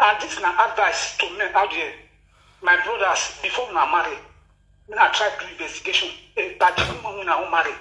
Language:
Nigerian Pidgin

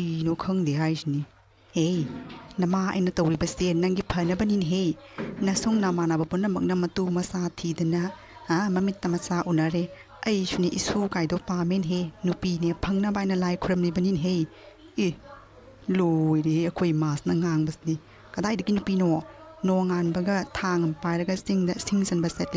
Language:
Manipuri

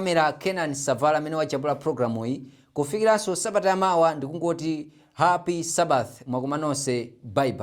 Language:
Nyanja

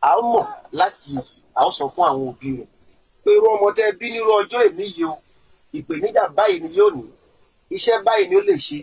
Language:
Yoruba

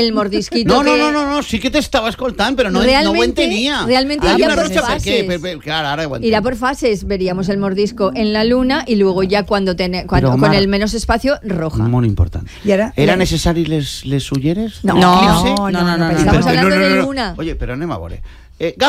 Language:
Catalan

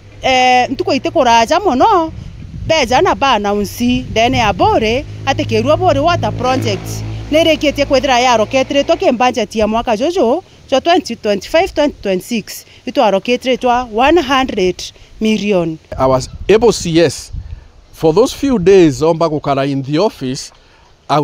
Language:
Meru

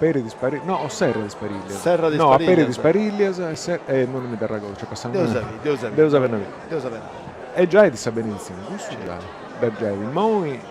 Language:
Sardinian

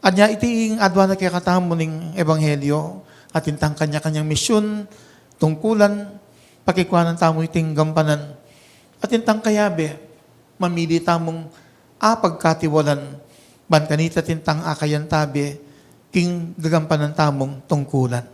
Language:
Pampanga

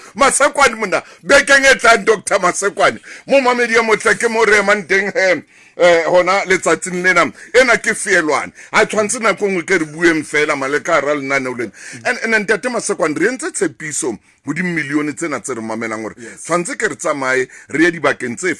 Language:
Southern Sotho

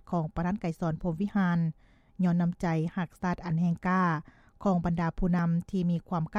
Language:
Lao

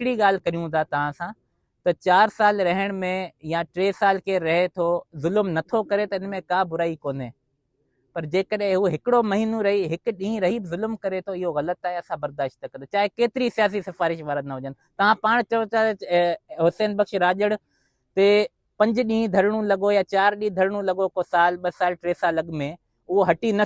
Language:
Sindhi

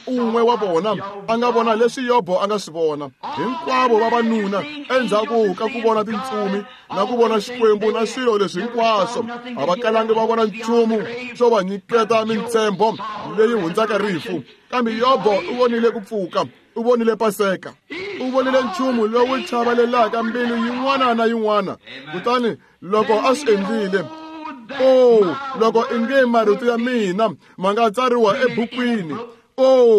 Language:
Tsonga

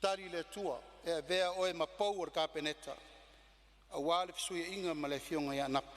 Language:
Samoan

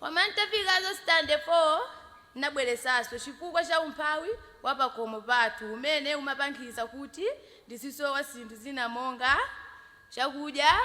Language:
Nyanja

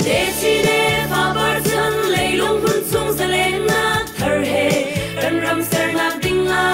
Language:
Hakha Chin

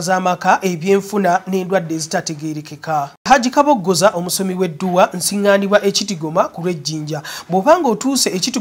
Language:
Ganda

